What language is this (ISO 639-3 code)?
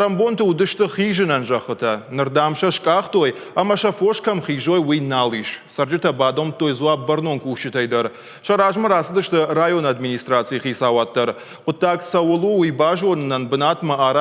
oss